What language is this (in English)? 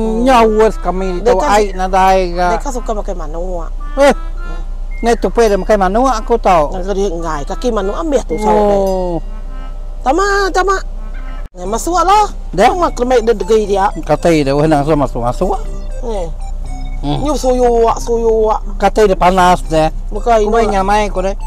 Iban